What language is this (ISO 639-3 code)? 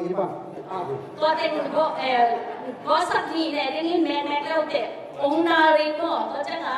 ctd